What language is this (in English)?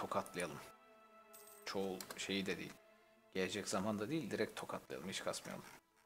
Turkish